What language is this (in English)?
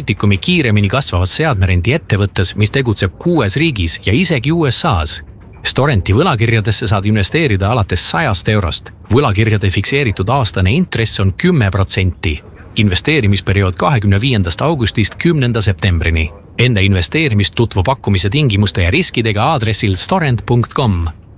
Estonian